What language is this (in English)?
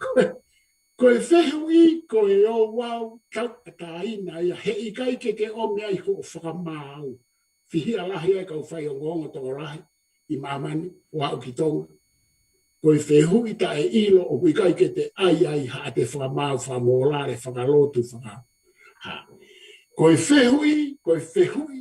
Tongan